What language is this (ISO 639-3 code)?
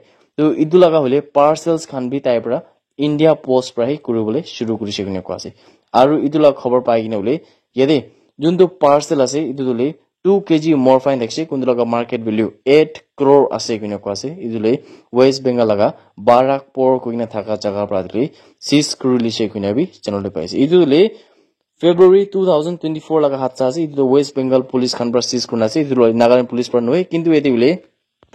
nag